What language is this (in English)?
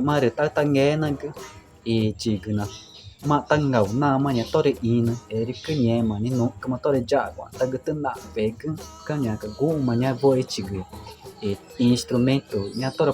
Ticuna